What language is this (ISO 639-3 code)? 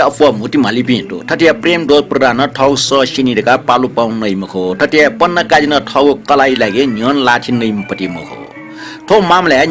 new